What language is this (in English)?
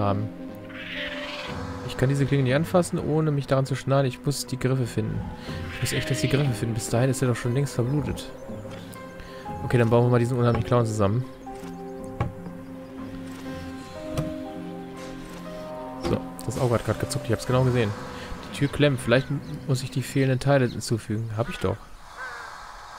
German